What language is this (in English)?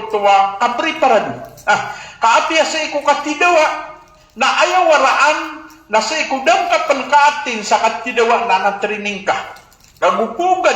Maranao